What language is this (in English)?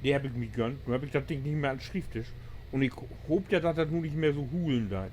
Low German